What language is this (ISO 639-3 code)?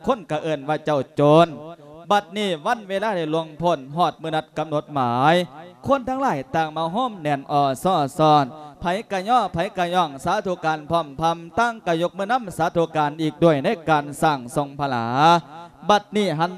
lao